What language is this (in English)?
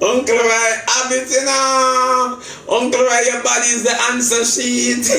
Jamaican Creole English